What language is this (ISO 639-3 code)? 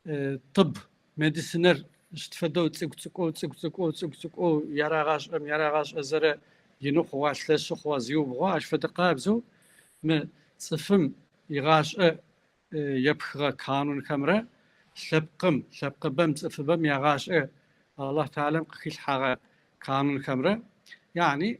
kbd